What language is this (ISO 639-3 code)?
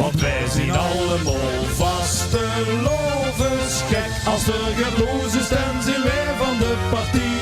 lim